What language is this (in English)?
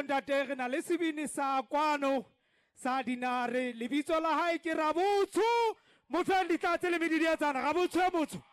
Southern Sotho